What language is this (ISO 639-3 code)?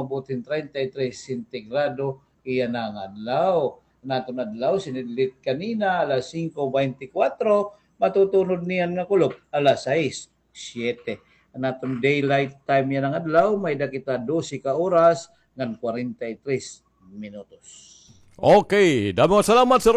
war